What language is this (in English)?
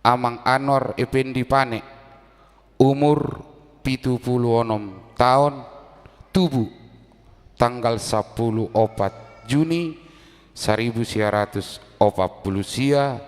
Batak Toba